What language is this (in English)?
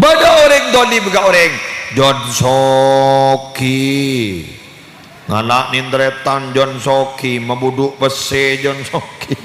Madurese